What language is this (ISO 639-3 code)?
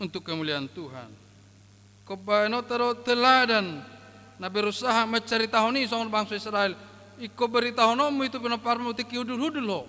bbc